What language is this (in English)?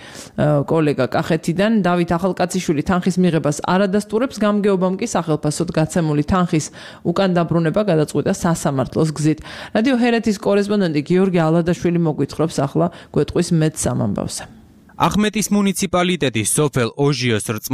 Georgian